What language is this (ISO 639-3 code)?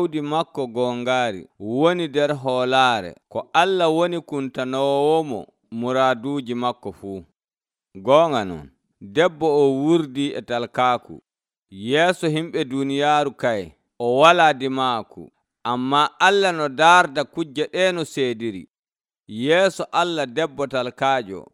fuv